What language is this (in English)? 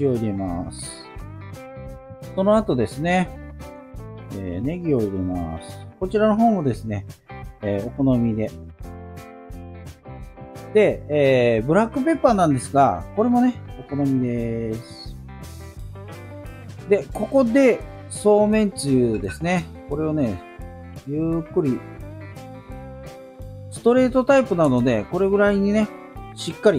Japanese